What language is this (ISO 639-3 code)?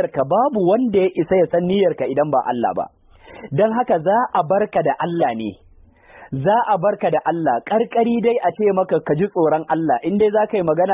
hau